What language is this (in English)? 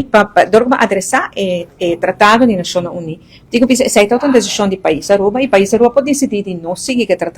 Papiamento